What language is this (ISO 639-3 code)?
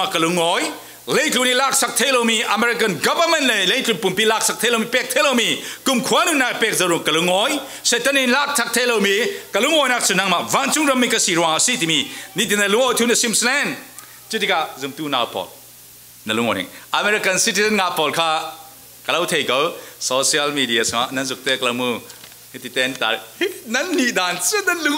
cfm